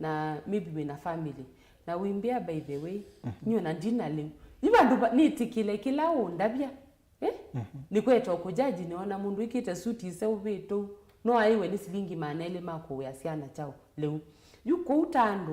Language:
Kamba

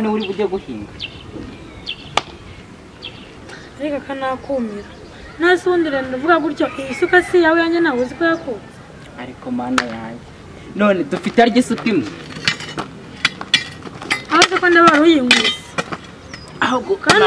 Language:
Kinyarwanda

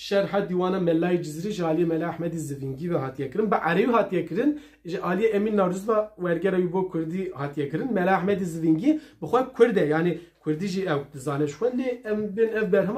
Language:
Kurdish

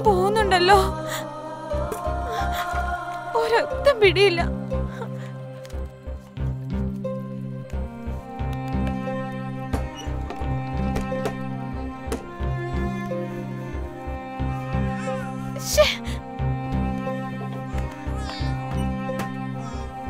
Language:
Malayalam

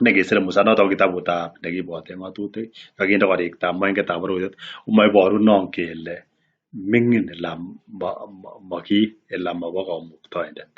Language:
Kalenjin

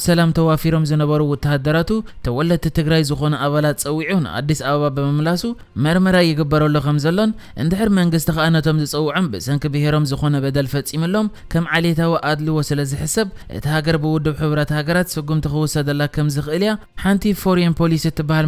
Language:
Tigrinya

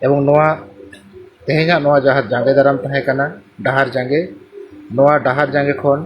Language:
Santali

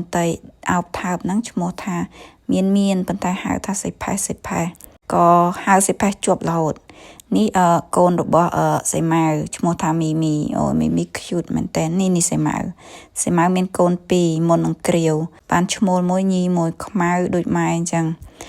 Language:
Khmer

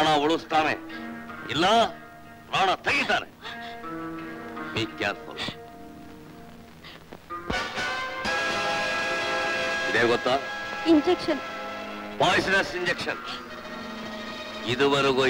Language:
Kannada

